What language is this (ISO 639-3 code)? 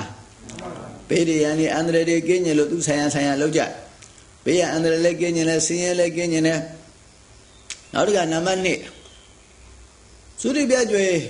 mya